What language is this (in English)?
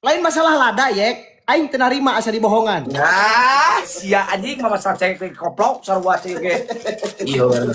Sundanese